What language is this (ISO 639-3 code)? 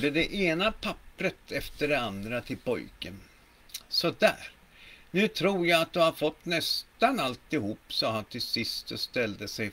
swe